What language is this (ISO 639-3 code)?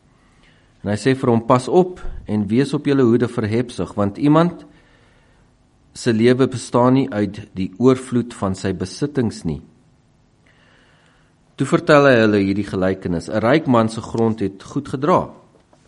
afr